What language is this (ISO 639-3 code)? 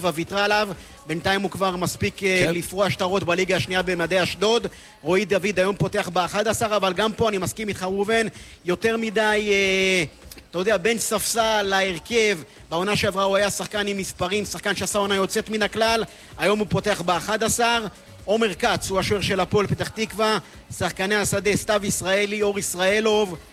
heb